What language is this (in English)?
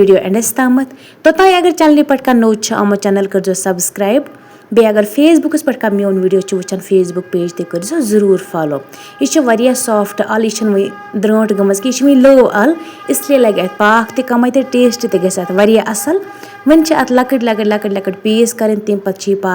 Kashmiri